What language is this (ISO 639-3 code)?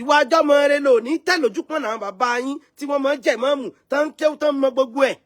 yor